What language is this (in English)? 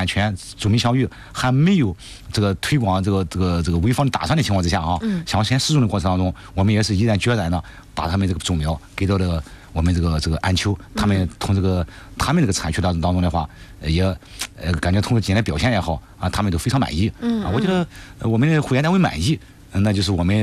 Chinese